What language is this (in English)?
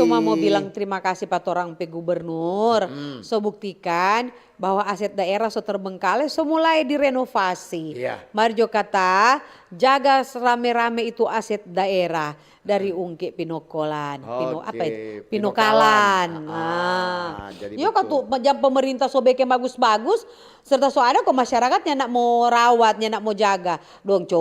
Manado Malay